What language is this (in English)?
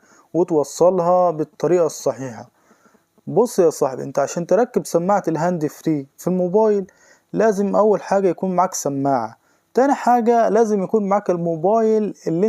Egyptian Arabic